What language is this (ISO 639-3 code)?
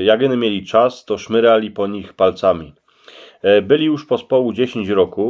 szl